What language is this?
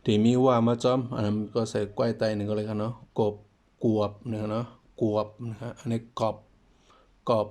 Shan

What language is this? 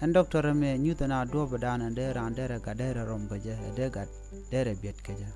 Nuer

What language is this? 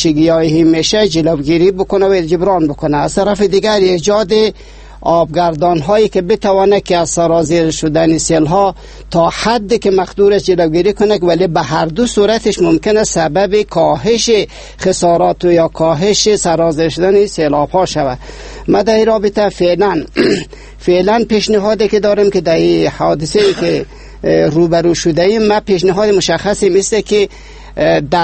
Persian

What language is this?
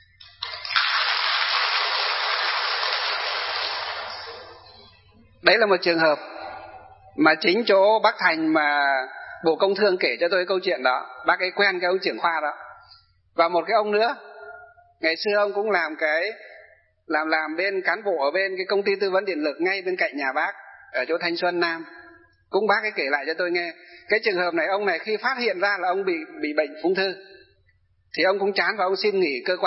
Vietnamese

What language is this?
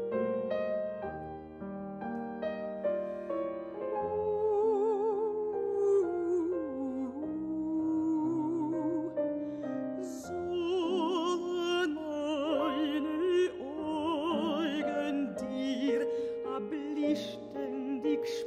German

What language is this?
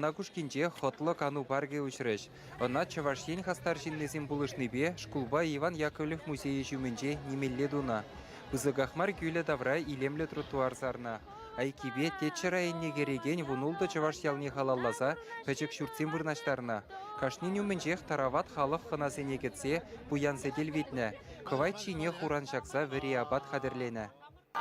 Chuvash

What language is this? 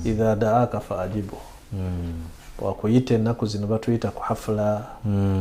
Ganda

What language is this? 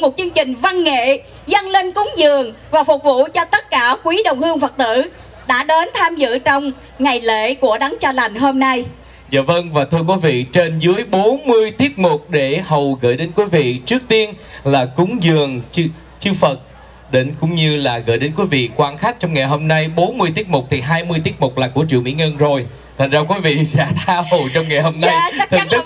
Vietnamese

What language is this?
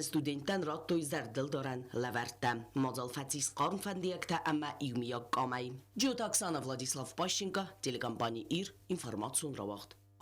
Ossetic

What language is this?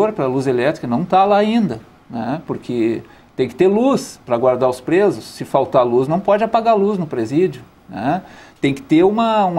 Portuguese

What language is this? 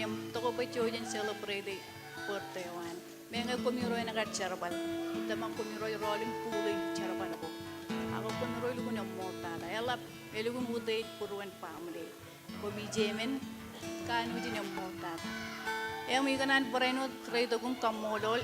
Marshallese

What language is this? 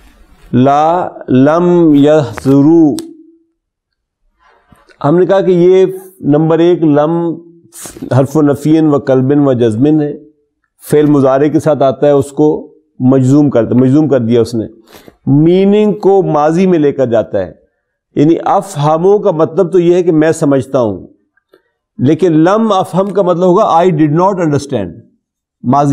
Urdu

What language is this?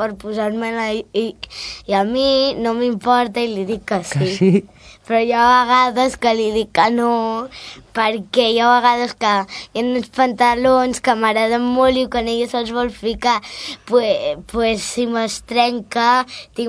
Catalan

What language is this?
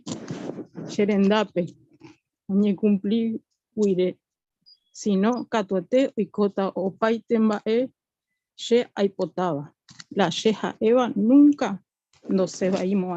Guarani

